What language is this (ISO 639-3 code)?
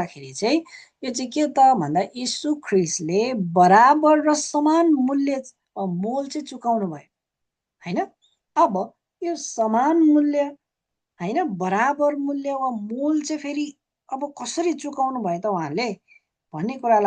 nep